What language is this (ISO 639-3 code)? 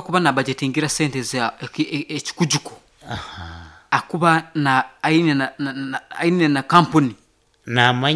nyo